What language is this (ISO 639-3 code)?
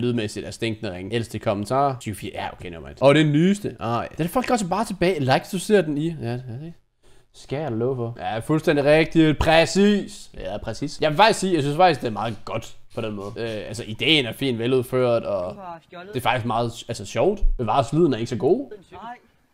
dan